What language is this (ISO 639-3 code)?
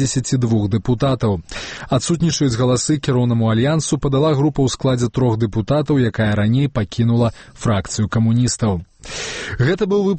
bel